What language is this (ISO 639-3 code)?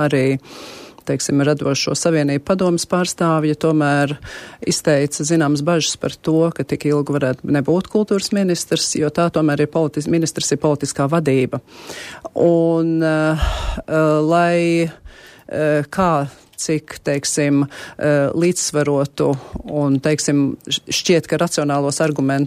lav